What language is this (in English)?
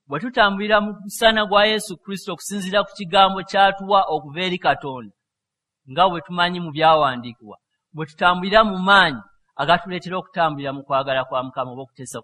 Ganda